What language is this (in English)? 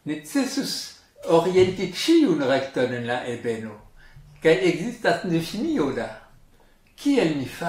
Esperanto